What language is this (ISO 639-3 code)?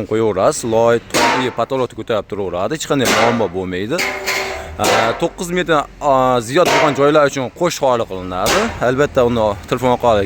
uzb